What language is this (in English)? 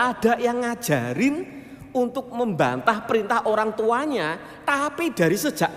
Indonesian